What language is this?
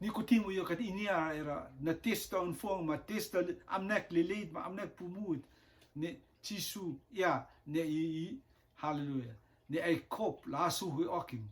Rotuman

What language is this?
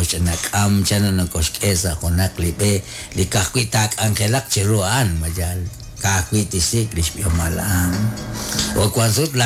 Kekchí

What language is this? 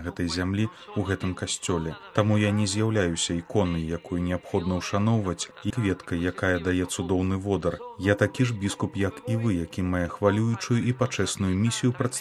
Belarusian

